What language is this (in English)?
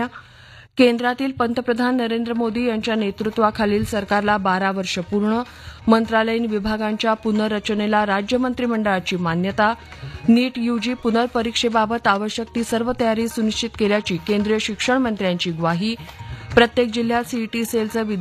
Marathi